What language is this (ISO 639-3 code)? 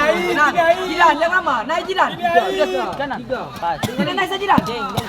abs